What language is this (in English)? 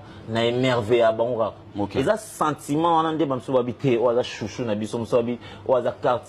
Lingala